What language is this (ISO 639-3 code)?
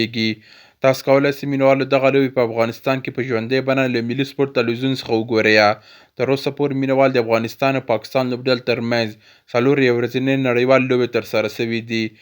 pus